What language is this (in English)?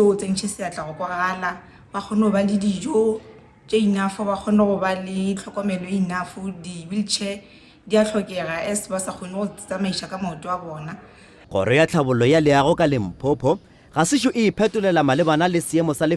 Northern Sotho